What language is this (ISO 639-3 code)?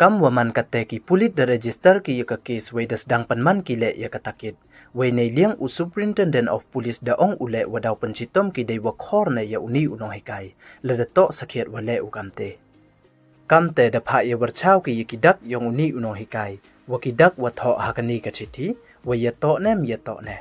pbv